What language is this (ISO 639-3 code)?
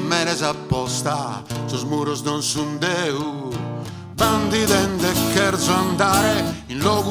srd